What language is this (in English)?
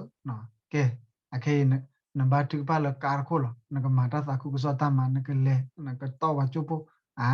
S'gaw Karen